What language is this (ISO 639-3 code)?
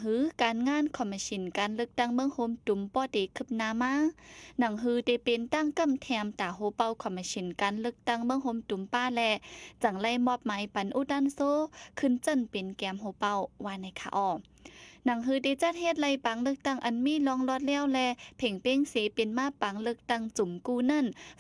shn